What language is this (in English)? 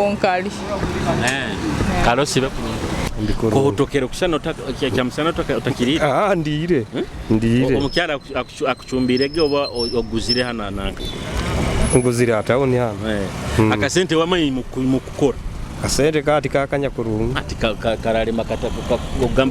Nyoro